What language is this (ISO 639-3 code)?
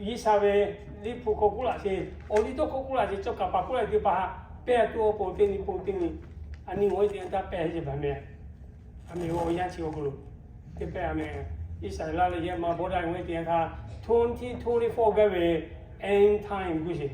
lhu